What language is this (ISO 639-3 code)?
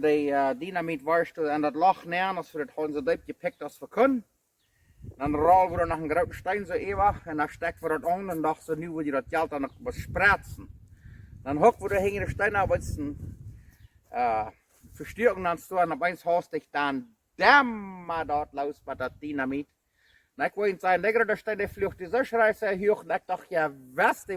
pdt